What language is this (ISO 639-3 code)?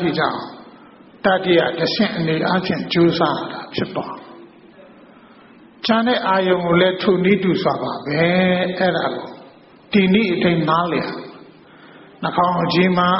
mya